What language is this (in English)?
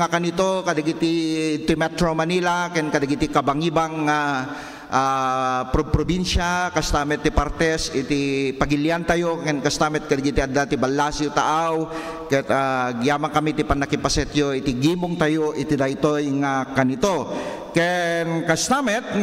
Iloko